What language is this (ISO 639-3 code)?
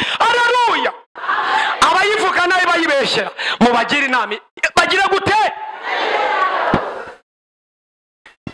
kin